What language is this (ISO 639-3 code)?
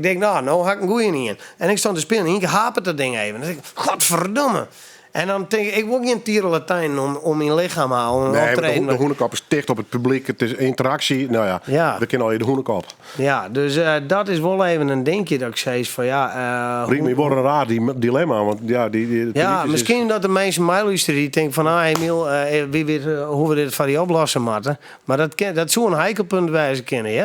fry